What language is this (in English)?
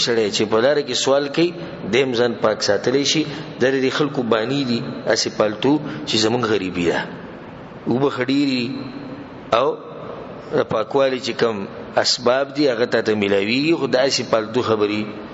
Pashto